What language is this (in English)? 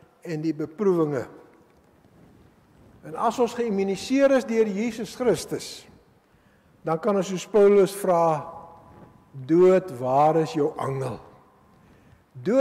Afrikaans